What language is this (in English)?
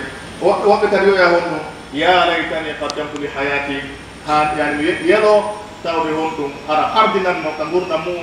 Pular